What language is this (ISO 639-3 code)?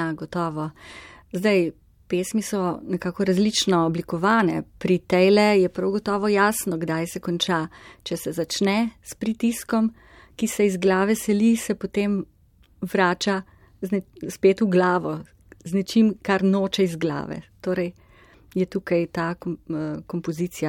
slv